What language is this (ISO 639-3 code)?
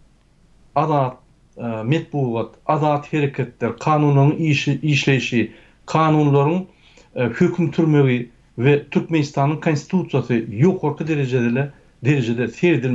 tuk